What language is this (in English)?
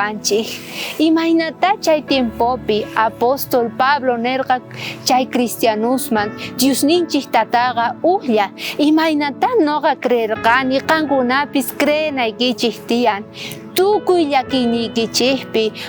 South Bolivian Quechua